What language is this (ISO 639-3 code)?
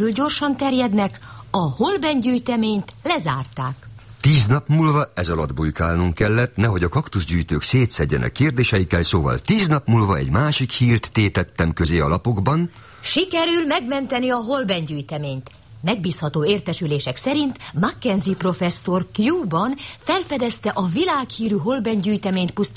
hun